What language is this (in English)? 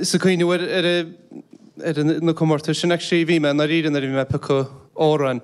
Irish